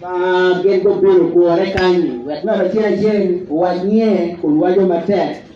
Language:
Acoli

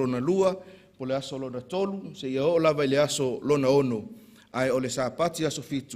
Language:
Samoan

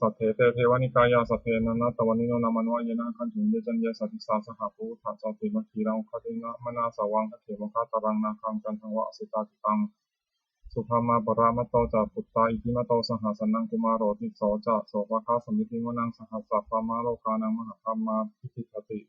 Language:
Pali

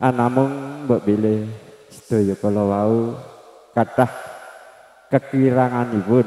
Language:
Javanese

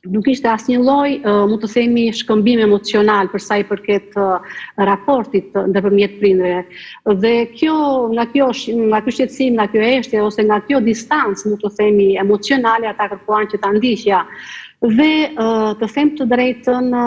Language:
Albanian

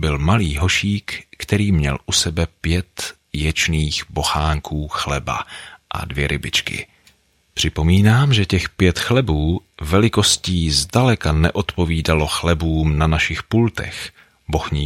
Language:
Czech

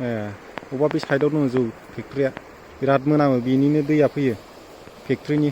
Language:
Bodo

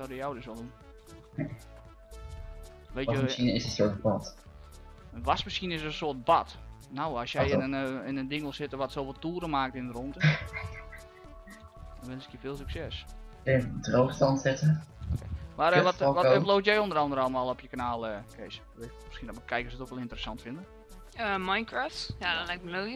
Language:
Dutch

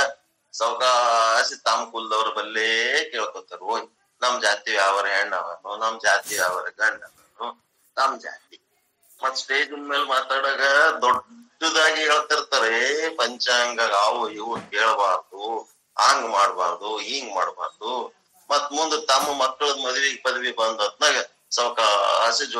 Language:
Kannada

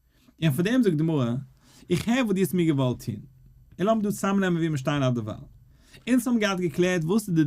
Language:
Yiddish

